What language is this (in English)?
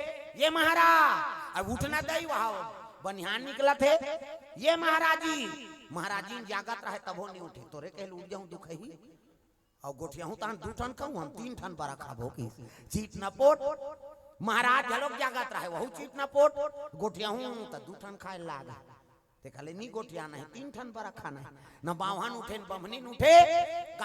Chhattisgarhi